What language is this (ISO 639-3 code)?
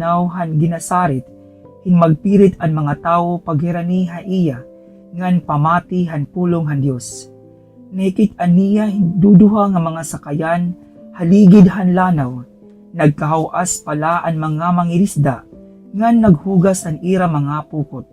war